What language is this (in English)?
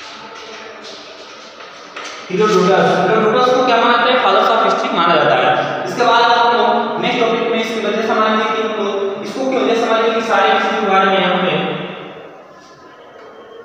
Hindi